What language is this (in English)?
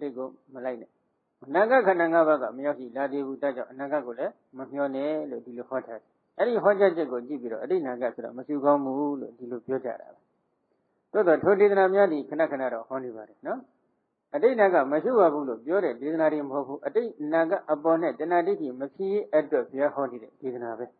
Burmese